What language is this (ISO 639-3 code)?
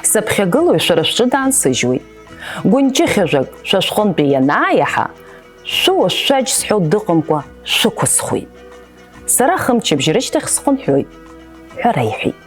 abk